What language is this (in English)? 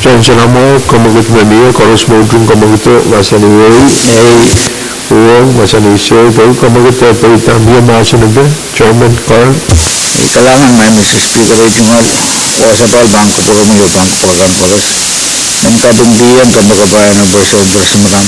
Pohnpeian